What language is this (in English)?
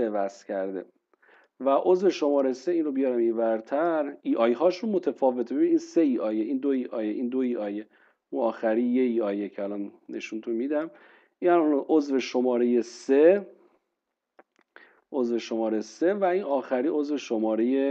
Persian